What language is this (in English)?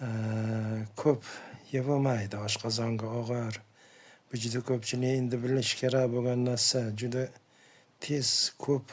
Uzbek